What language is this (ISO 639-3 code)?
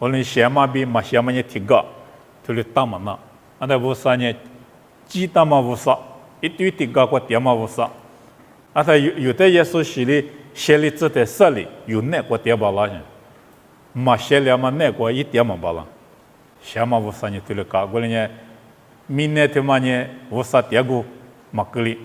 lis